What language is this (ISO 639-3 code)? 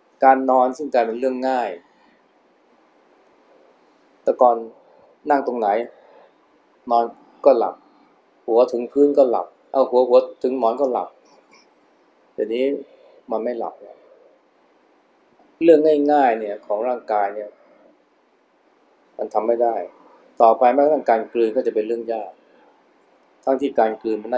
tha